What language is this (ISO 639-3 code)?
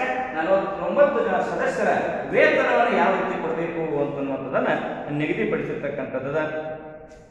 kan